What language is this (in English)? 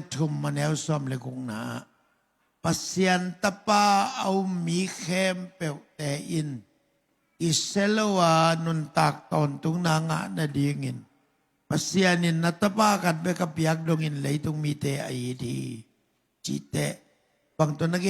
Tedim Chin